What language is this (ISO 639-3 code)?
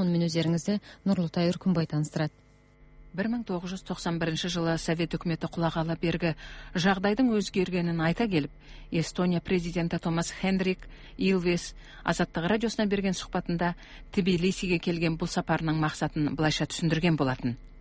kaz